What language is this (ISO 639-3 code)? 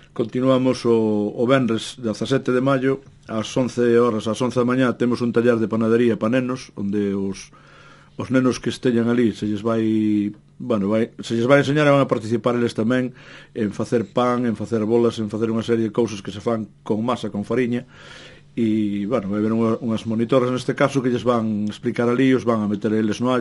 glg